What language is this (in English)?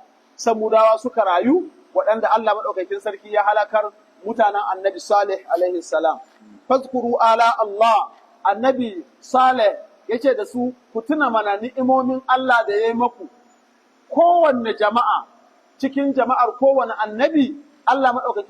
Hausa